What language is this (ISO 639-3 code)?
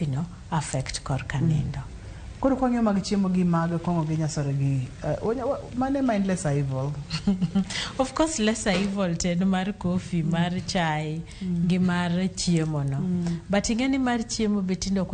luo